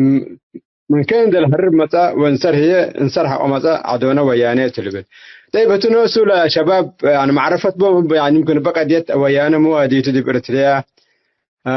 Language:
Tigre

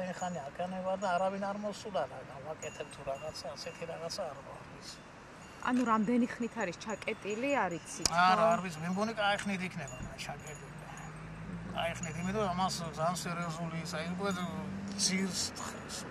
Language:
Georgian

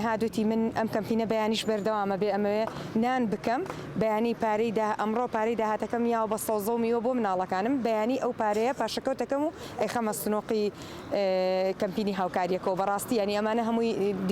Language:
Central Kurdish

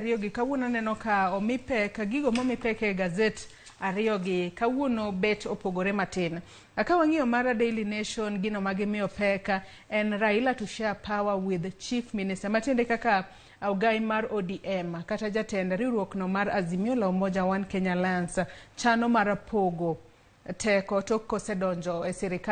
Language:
Luo (Kenya and Tanzania)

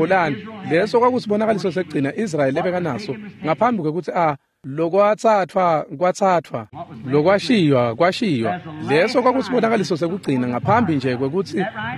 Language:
Swati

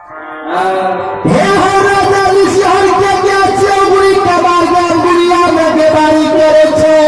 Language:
Maithili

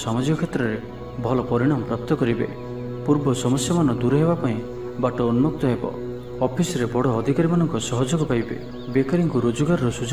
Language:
Odia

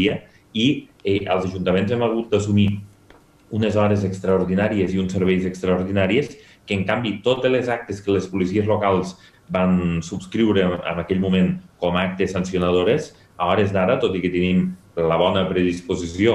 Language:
Catalan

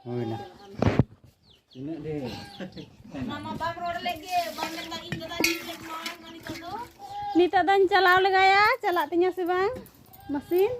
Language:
Santali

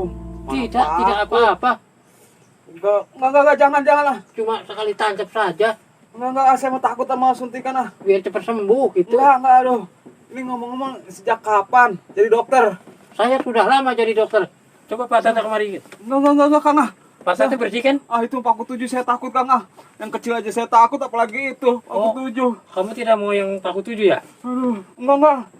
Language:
Betawi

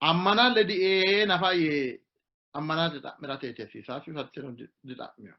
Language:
Sidamo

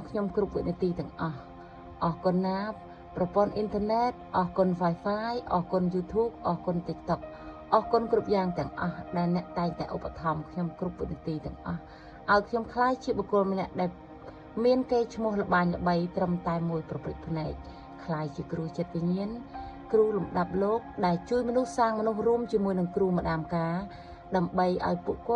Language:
Khmer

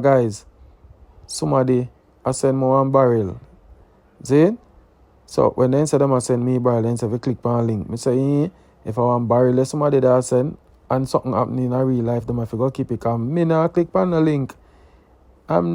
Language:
Jamaican Creole English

